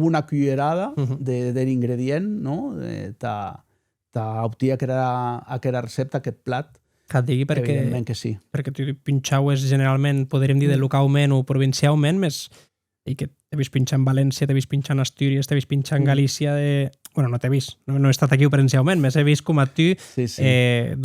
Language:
Occitan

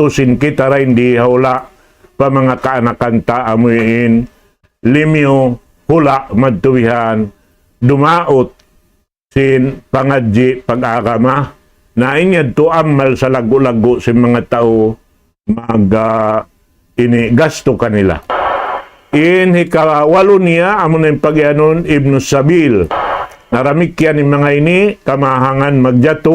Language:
Tausug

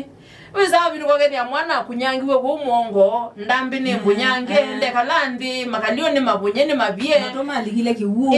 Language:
Kamba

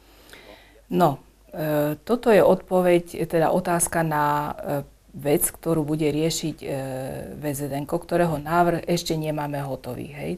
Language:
Slovak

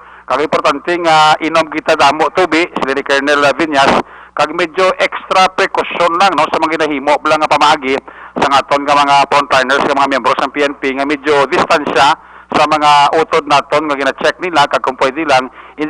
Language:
Hiligaynon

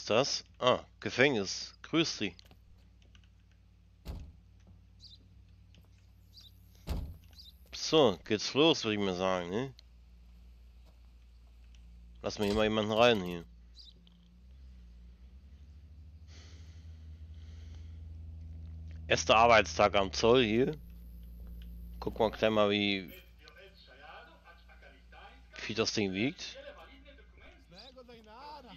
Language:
German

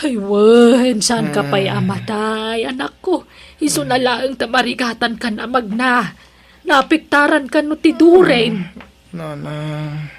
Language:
Iloko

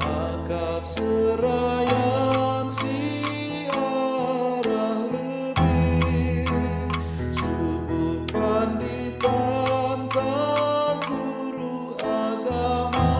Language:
Batak Karo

